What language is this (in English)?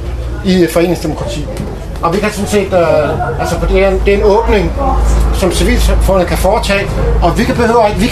Danish